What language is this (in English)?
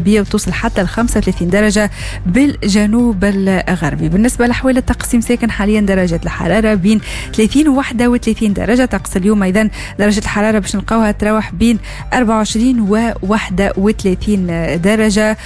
Tunisian Arabic